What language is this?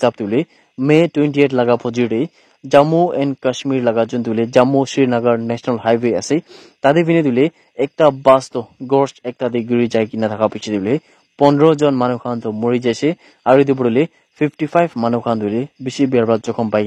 Naga Pidgin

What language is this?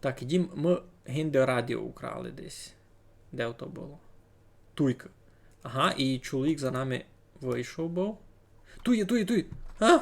Rusyn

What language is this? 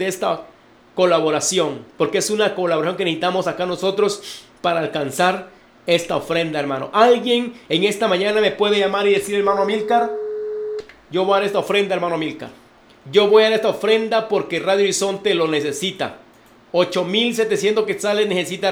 Spanish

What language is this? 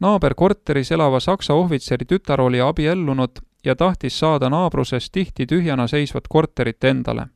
Estonian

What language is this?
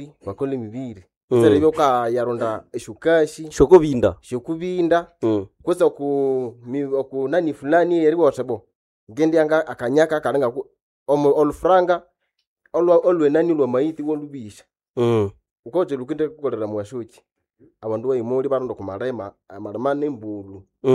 Nande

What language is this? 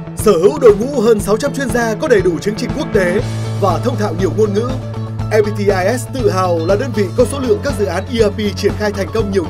Vietnamese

